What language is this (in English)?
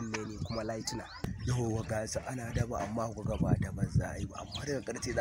Hausa